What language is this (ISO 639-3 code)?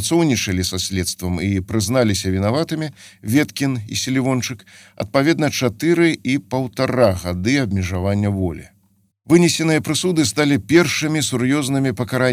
bel